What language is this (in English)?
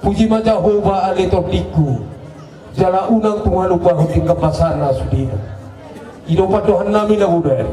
Batak Toba